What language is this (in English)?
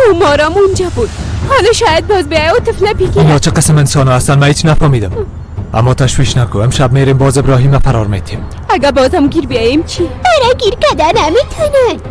Persian